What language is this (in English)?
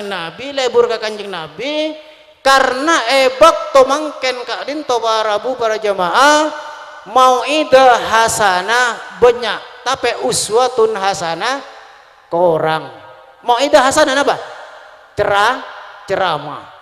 Madurese